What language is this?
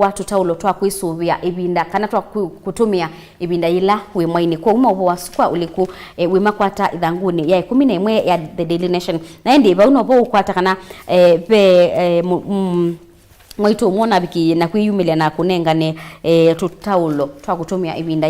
Kamba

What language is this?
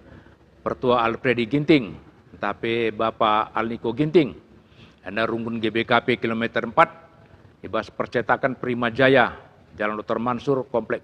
Batak Karo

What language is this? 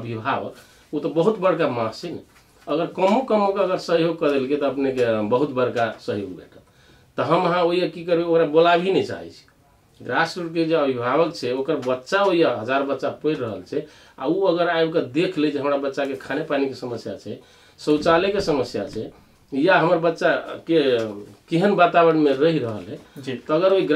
Maithili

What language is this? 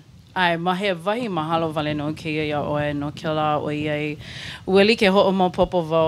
Hawaiian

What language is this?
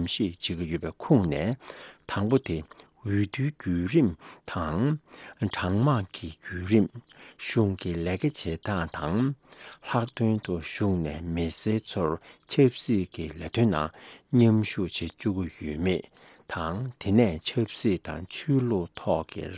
Tibetan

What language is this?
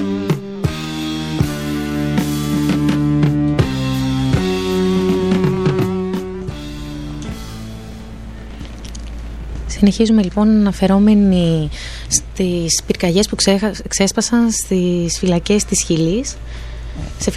Greek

